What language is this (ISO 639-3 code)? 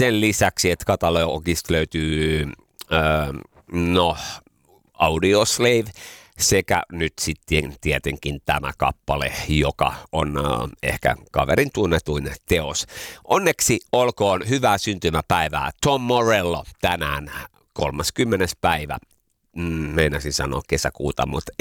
fin